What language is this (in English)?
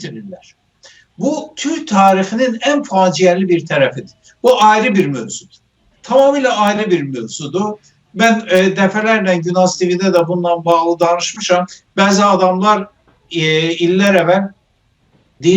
South Azerbaijani